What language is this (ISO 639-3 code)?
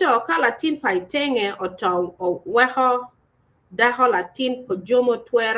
ach